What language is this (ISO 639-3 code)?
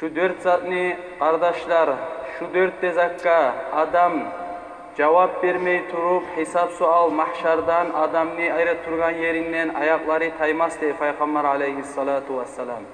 kum